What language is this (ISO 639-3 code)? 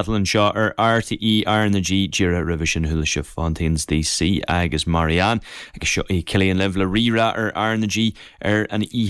gle